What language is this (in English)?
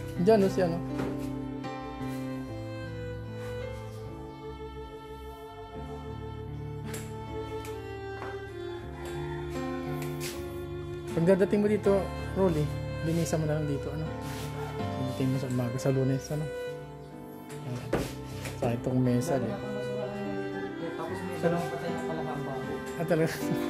Filipino